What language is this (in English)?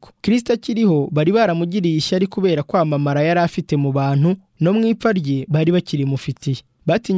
Kinyarwanda